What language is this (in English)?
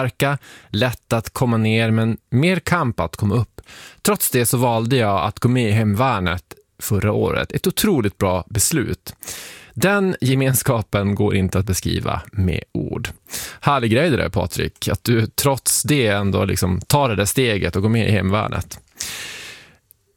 Swedish